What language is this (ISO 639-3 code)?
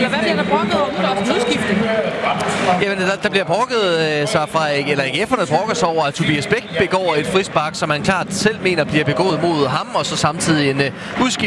dan